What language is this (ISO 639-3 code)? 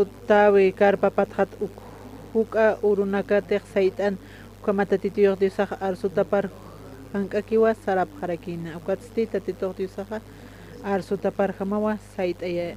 aym